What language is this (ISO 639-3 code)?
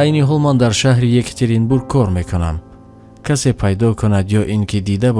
tgk